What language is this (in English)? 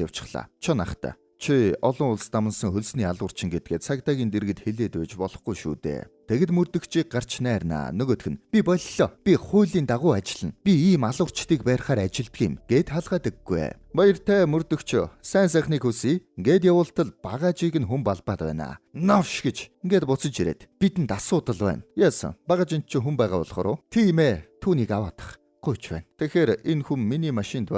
Mongolian